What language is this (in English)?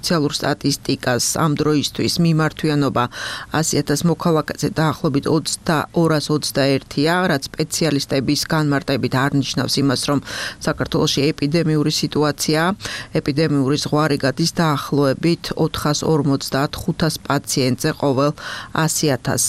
Georgian